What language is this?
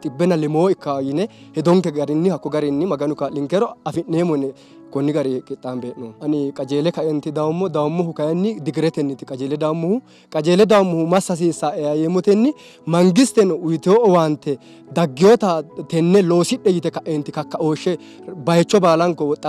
Sidamo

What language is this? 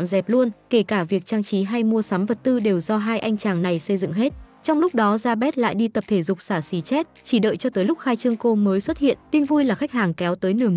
Vietnamese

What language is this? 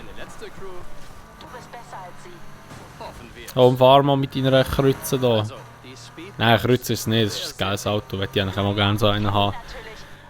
Swiss German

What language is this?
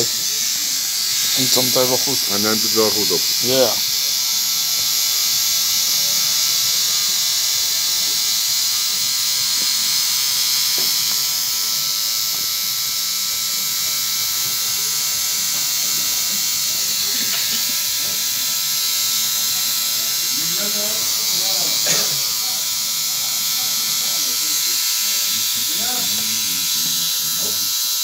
Dutch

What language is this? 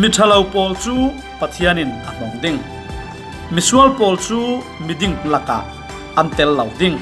Falam Chin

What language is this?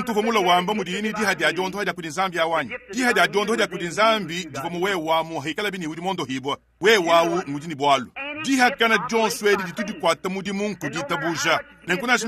Luba-Lulua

